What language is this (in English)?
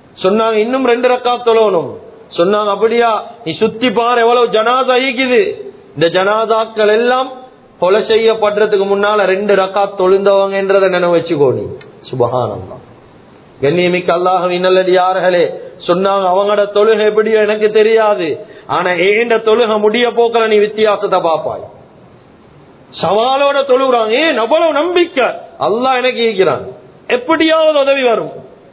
Tamil